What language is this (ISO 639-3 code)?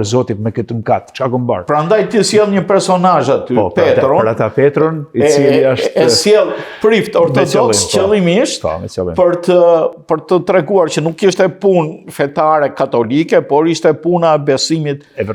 sqi